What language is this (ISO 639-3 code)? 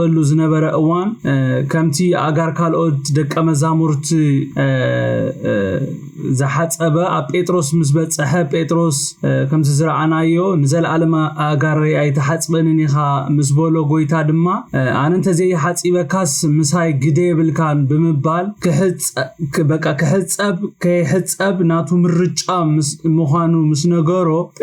tir